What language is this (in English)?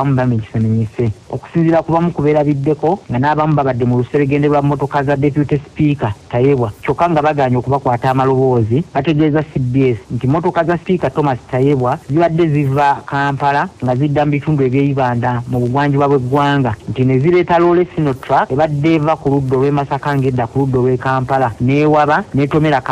Ganda